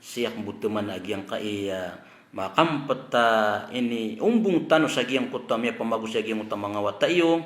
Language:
Maranao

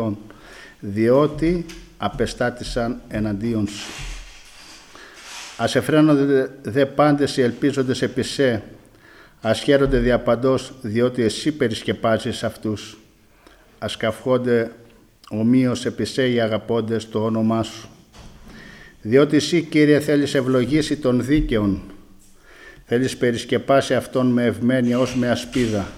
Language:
Greek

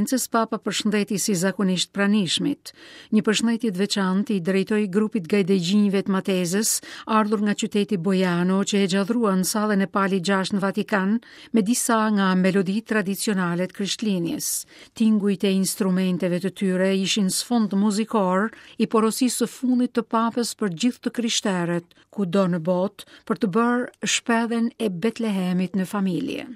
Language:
Albanian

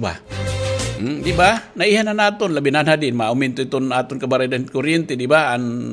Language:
Waray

